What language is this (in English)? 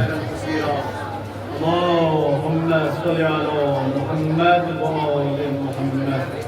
Kashmiri